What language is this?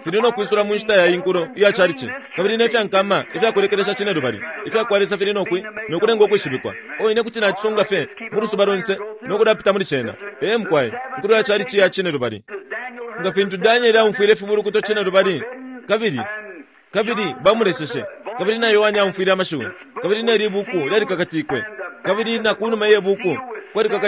Bemba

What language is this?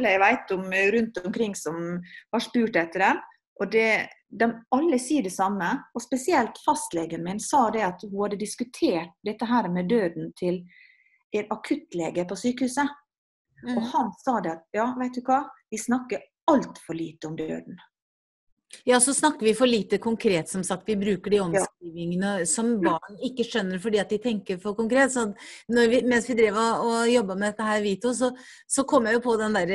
Norwegian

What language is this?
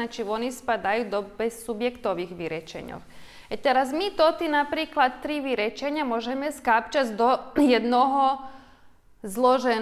Rusyn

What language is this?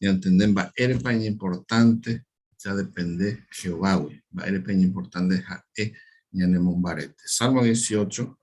Guarani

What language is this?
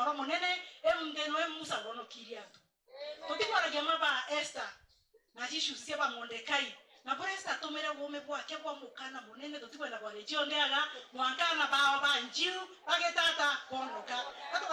Meru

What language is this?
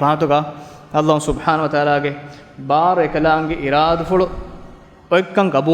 Divehi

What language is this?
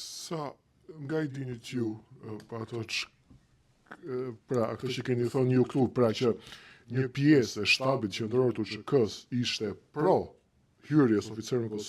Albanian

